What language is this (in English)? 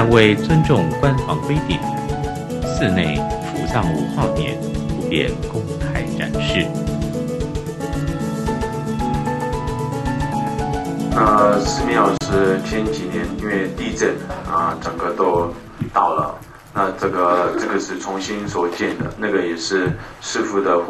Chinese